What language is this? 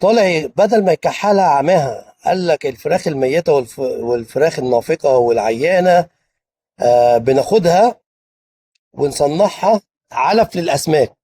Egyptian Arabic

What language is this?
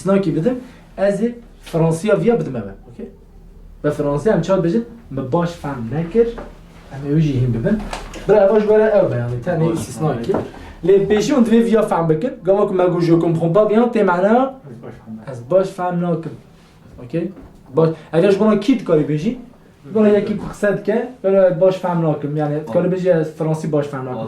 Kurdish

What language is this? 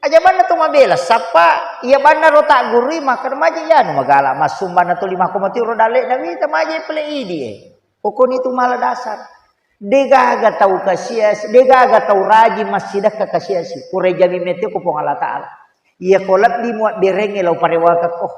Buginese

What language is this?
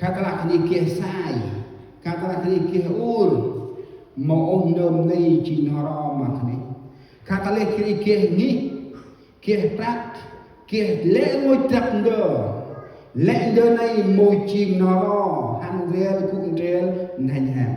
Central Mnong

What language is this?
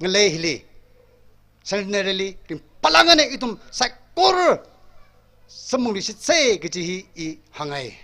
Tangkhul Naga (India)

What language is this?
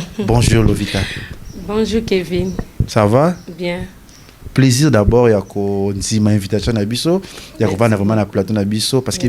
Lingala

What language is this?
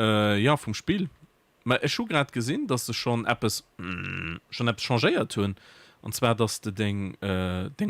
Luxembourgish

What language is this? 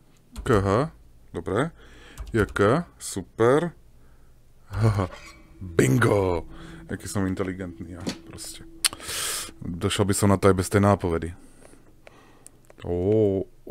Slovak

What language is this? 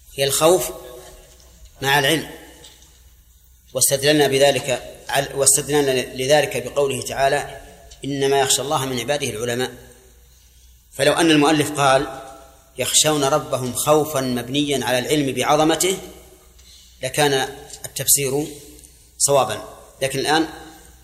Arabic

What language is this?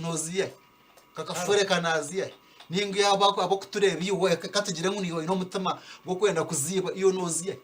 Nyankole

